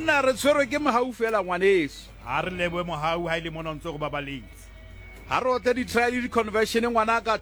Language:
Southern Sotho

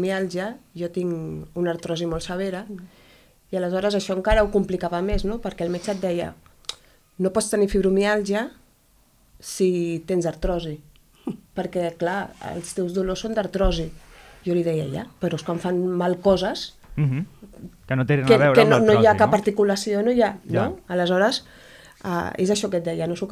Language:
Catalan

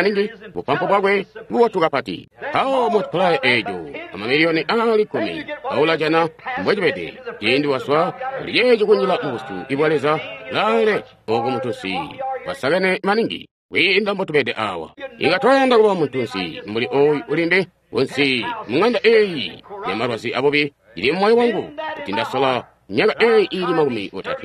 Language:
Tonga (Zambia)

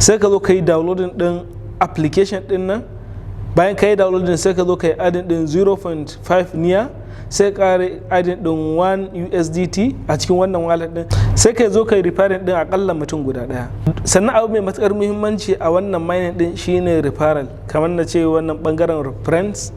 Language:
Hausa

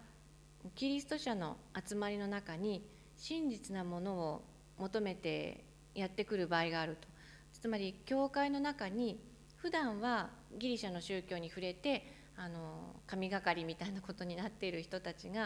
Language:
Japanese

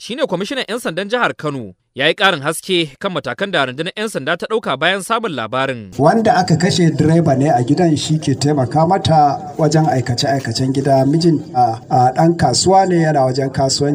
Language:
Hausa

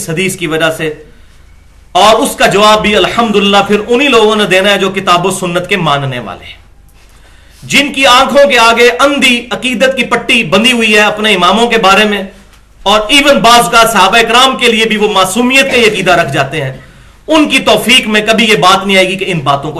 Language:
Urdu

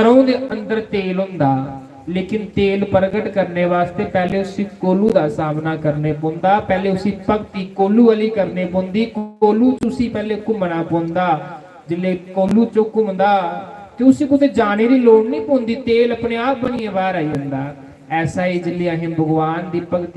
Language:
Dogri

